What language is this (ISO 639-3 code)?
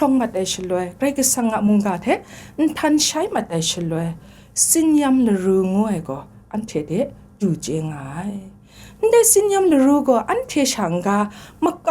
kac